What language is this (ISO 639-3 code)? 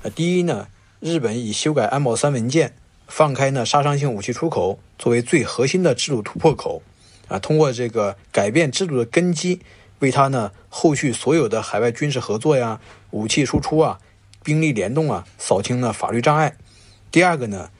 zho